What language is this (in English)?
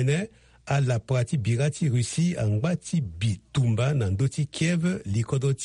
Sango